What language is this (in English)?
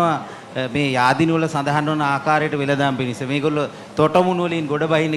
Sinhala